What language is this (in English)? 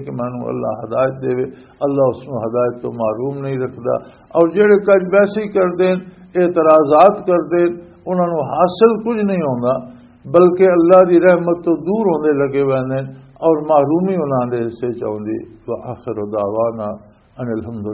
Western Panjabi